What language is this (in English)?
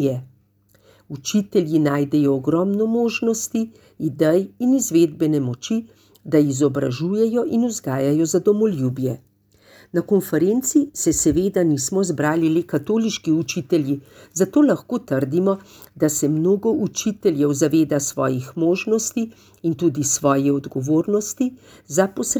Slovenian